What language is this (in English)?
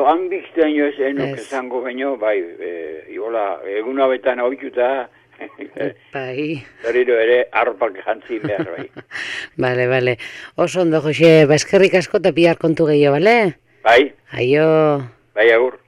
Basque